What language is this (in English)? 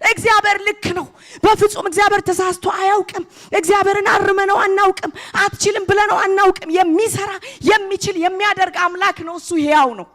Amharic